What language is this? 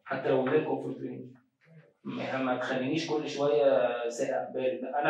Egyptian Arabic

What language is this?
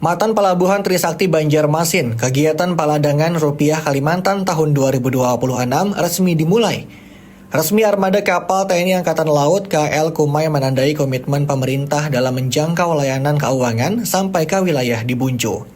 Banjar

